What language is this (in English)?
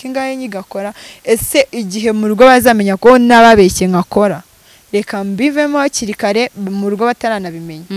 Kinyarwanda